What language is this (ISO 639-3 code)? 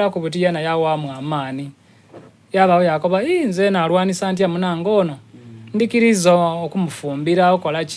xog